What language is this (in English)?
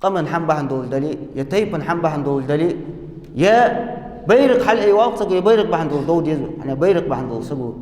Ingush